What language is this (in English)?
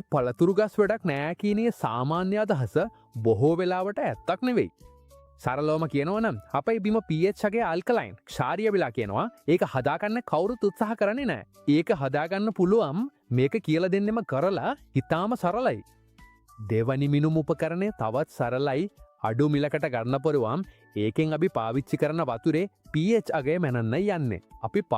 Sinhala